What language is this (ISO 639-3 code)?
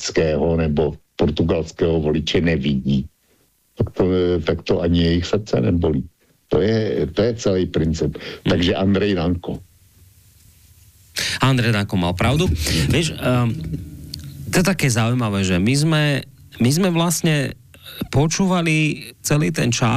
slk